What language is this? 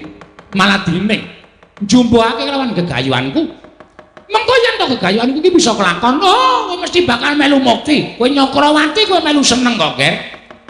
Javanese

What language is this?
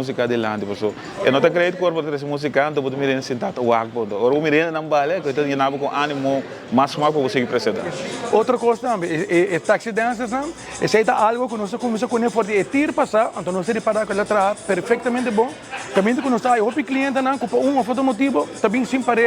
Papiamento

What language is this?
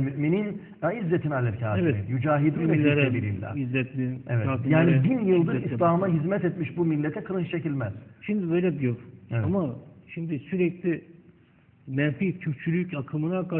Turkish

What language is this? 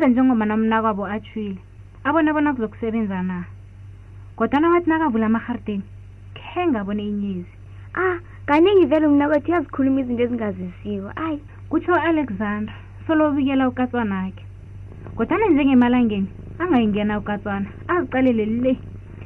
South Ndebele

